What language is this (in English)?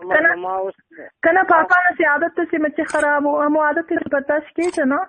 Brahui